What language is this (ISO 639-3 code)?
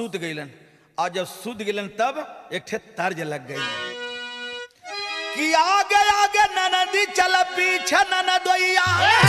bho